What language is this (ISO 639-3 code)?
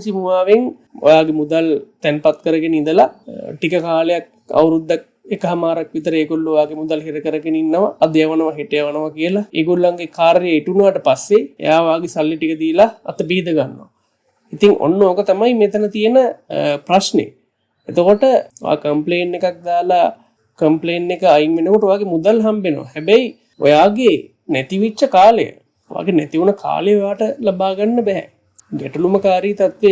sin